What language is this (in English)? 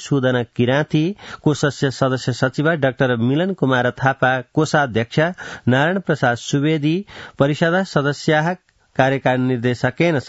Sanskrit